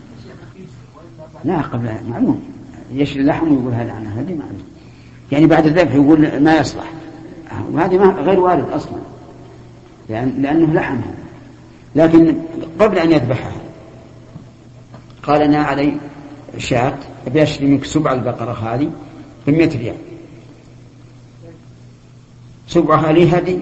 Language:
Arabic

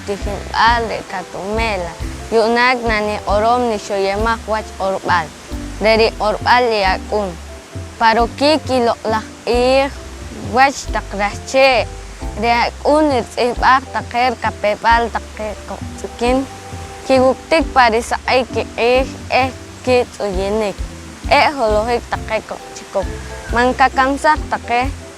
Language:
Poqomchi'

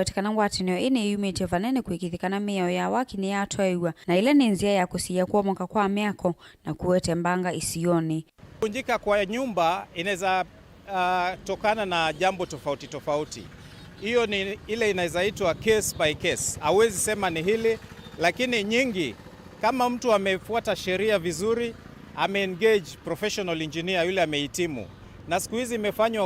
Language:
Kamba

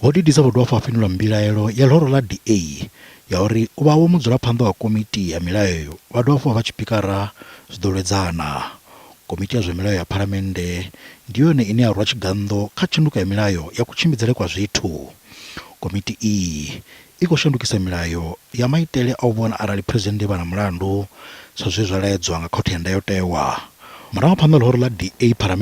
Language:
Venda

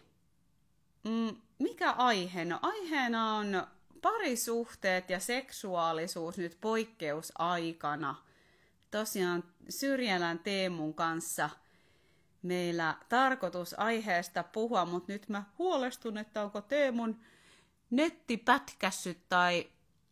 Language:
Finnish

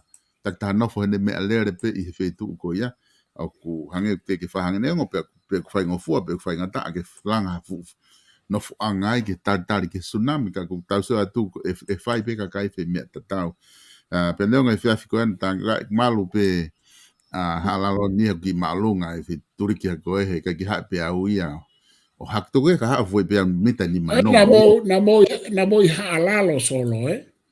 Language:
Tongan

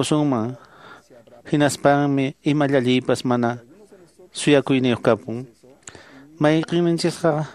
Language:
Quechua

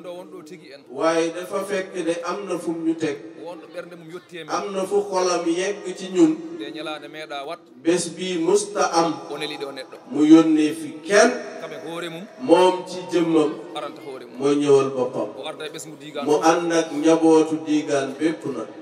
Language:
Fula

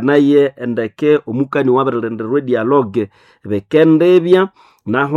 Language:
Nande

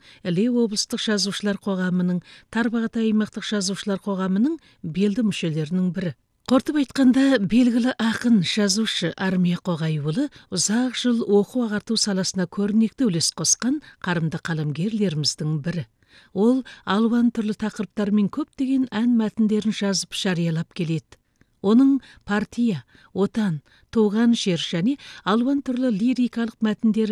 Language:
Kazakh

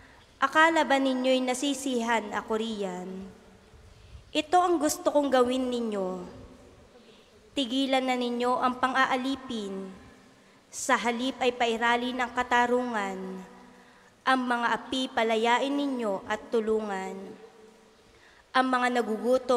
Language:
Filipino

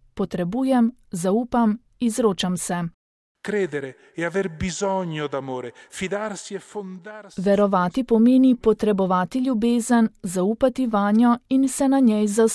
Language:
Slovenian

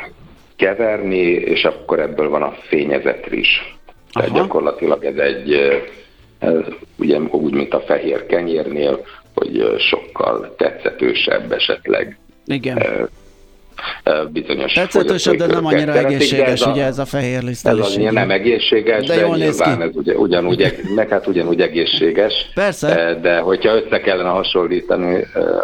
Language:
Hungarian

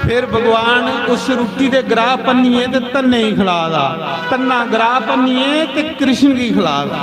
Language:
Dogri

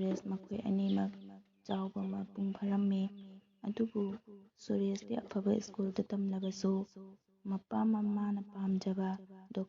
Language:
Manipuri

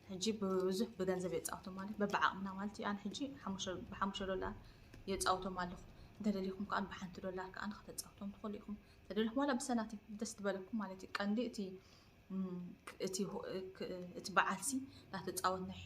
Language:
Tigrinya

